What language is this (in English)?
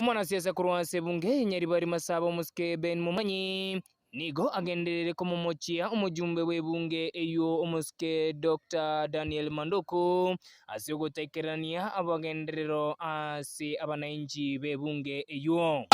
Gusii